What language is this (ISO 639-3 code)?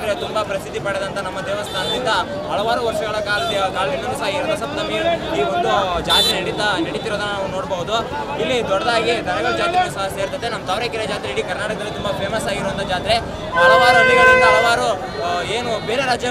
kan